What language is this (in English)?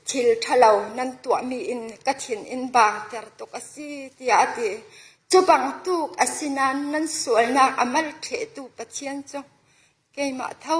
Falam Chin